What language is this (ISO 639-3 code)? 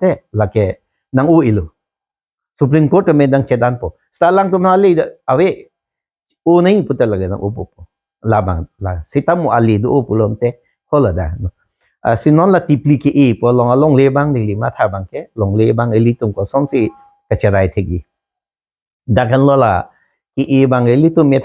mjw